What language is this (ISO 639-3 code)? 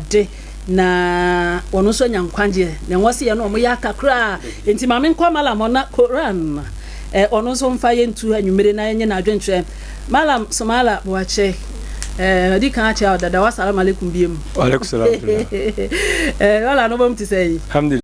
aka